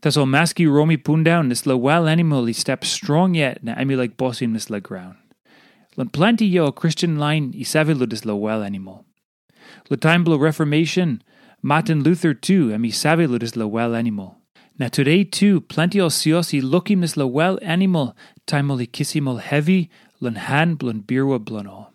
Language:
Tok Pisin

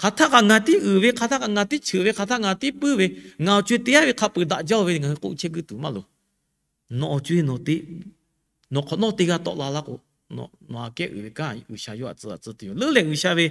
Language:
Lahu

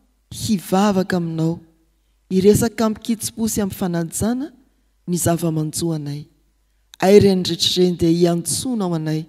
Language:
Malagasy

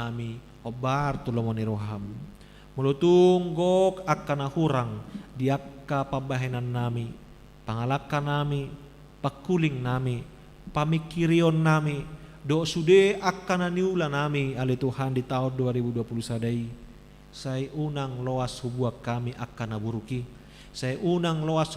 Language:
Batak Toba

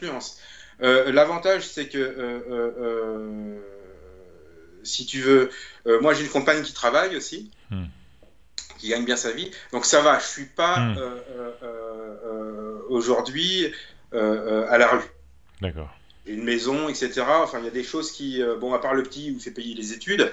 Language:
French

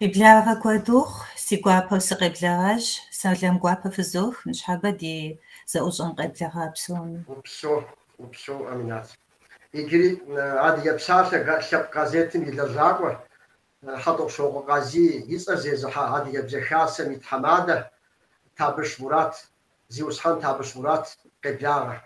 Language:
Kabardian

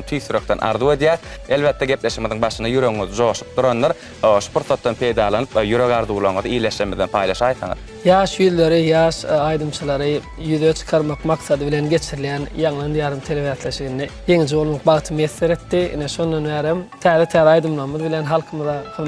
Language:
Turkmen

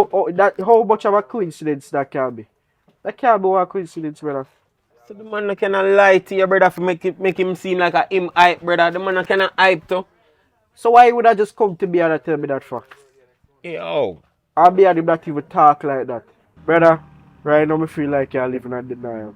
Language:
Jamaican Creole English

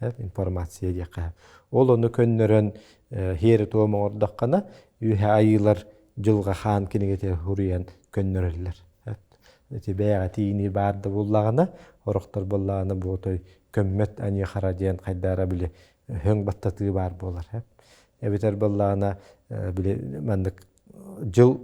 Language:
Yakut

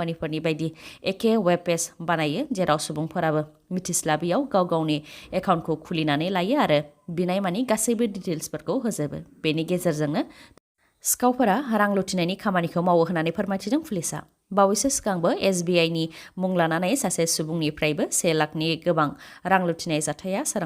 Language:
Bodo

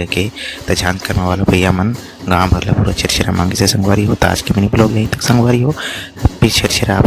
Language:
Chhattisgarhi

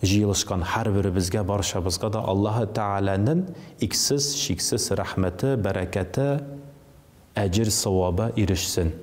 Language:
Tatar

